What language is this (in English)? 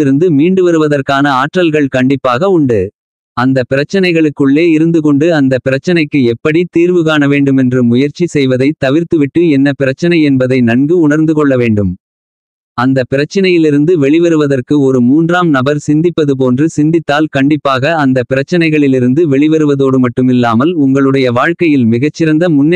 Tamil